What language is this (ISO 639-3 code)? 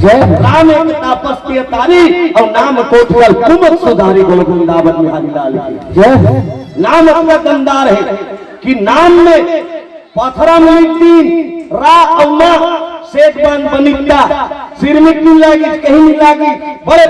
hne